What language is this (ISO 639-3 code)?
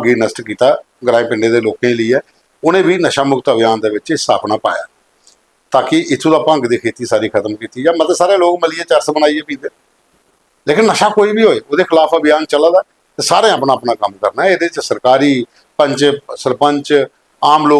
doi